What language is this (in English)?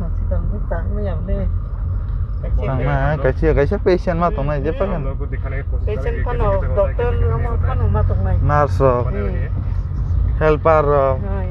Kok Borok